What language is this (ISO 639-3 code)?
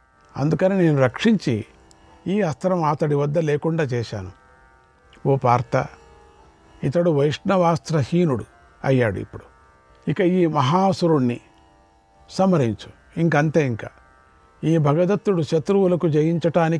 tel